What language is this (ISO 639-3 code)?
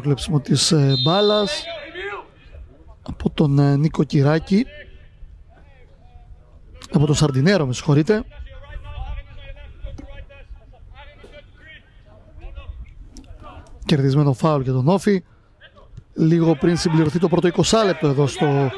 ell